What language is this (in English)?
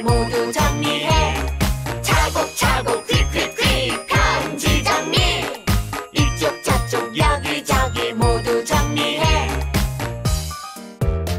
Korean